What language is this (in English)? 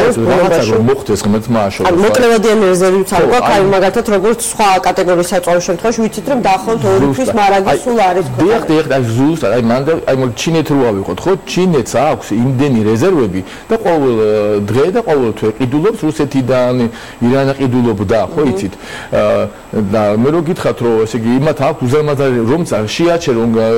Georgian